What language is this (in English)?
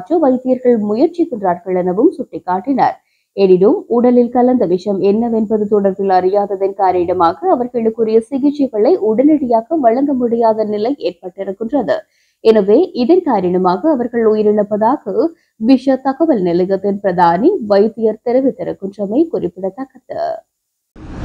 Tamil